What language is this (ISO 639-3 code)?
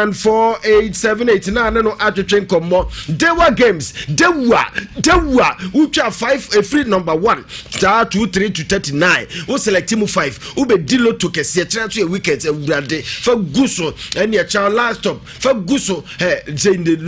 aka